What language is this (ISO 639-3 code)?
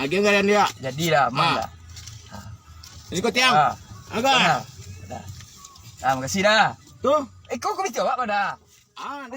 min